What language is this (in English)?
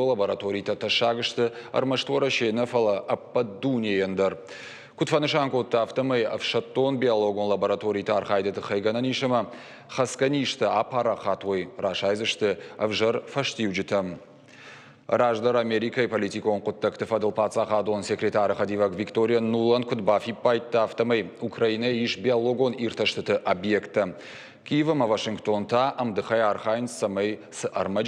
Ossetic